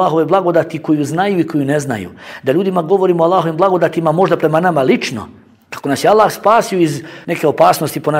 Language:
Bosnian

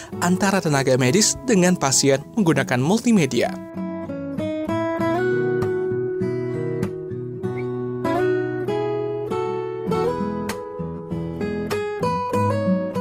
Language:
Indonesian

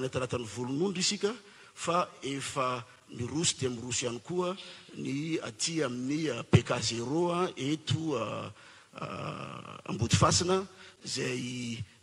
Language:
Malagasy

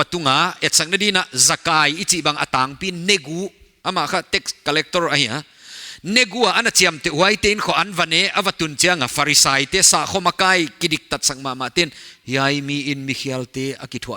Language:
Paite Chin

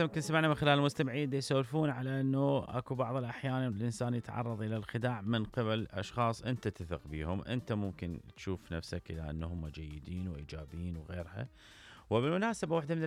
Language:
Mesopotamian Arabic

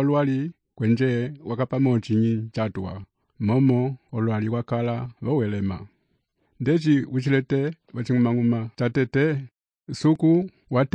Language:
Umbundu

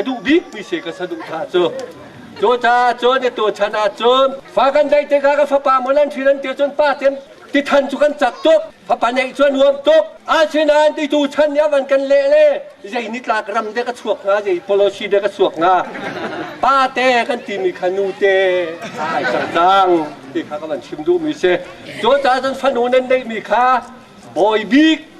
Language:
Hakha Chin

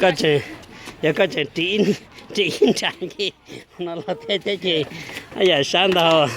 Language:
Hmong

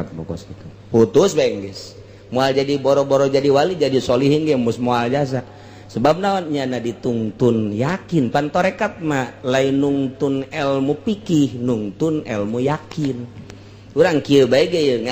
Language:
Sundanese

